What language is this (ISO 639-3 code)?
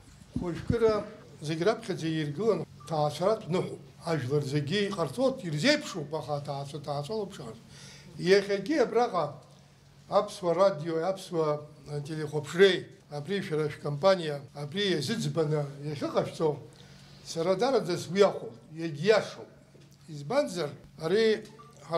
abk